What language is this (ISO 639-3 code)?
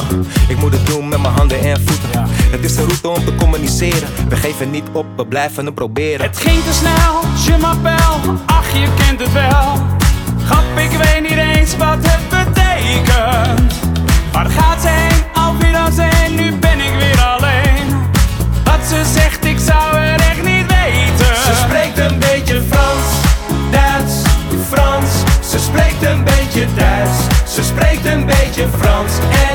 nld